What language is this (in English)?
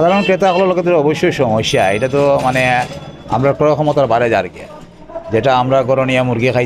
Sylheti